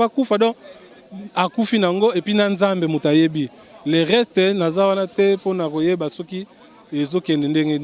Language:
Lingala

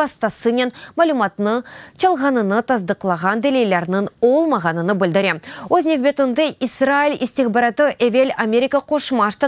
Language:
Crimean Tatar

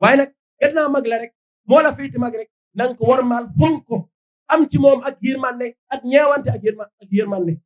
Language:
Wolof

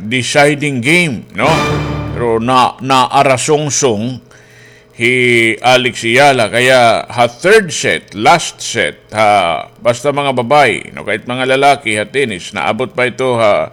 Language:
Waray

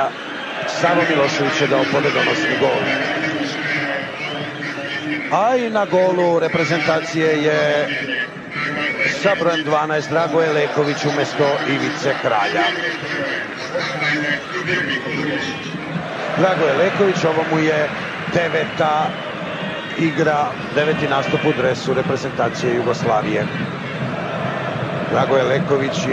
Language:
Serbian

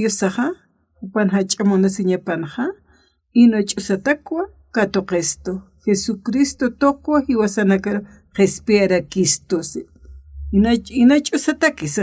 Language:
Aymara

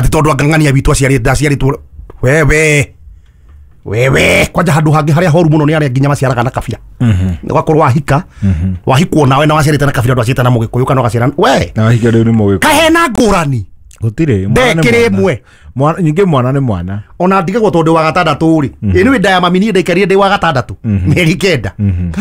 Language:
Kikuyu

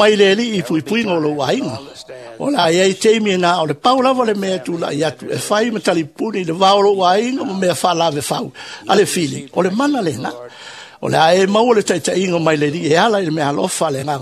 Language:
Samoan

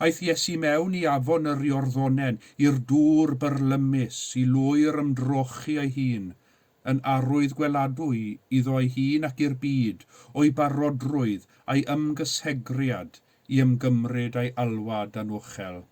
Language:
Welsh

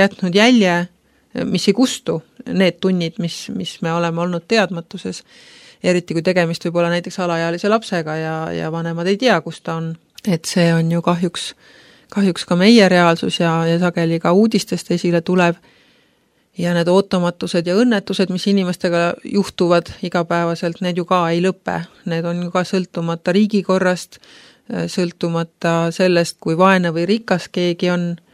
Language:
Estonian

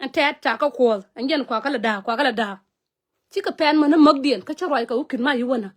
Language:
Nuer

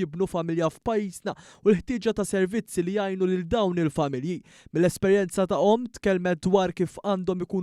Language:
Maltese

